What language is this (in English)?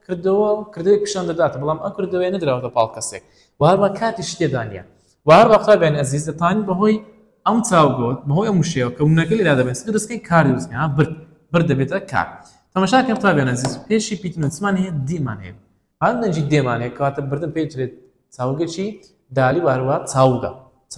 Central Kurdish